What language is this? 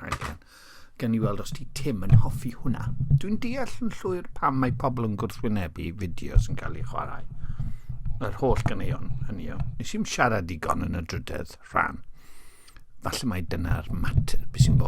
Welsh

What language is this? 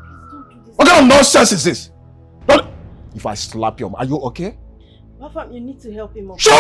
Nigerian Pidgin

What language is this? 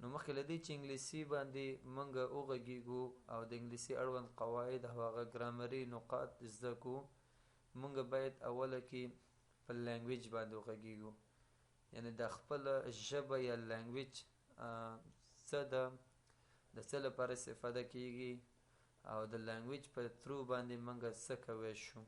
Pashto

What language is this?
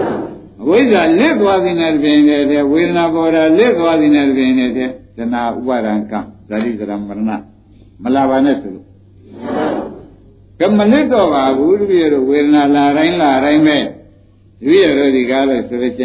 Burmese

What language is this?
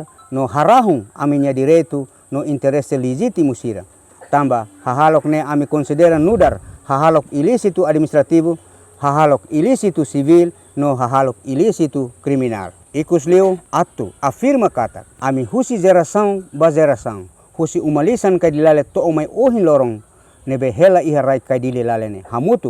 Tetum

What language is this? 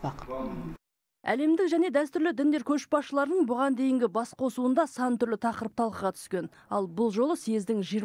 Kazakh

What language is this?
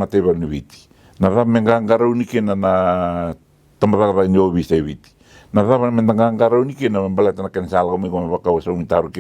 Fijian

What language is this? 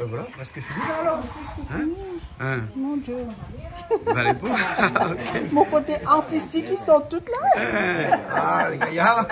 Réunion Creole French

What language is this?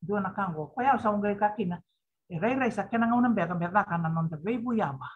Fijian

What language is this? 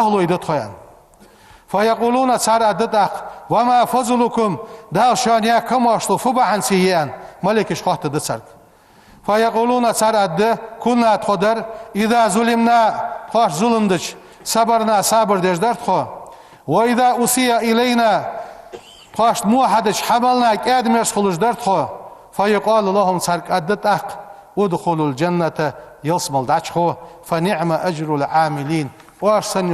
Ingush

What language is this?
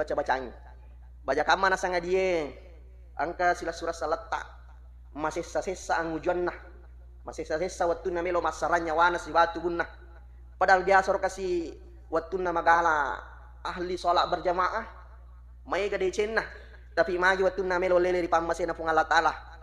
Buginese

